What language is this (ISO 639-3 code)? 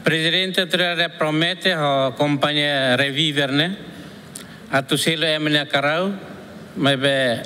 tet